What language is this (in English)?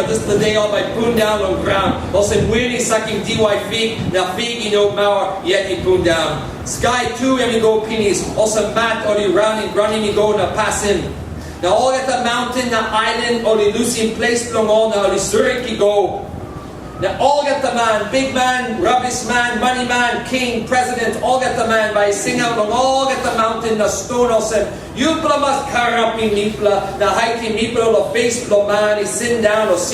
Tok Pisin